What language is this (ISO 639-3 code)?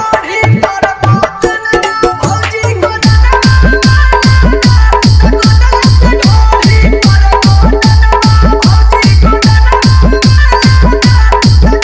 bho